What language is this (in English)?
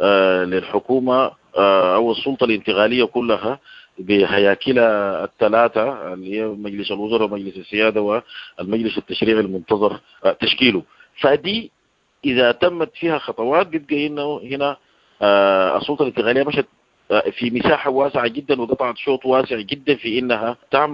Sudanese Arabic